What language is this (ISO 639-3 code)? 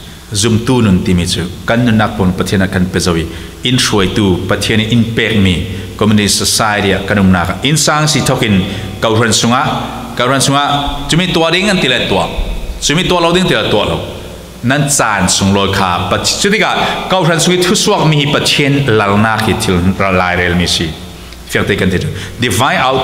cfm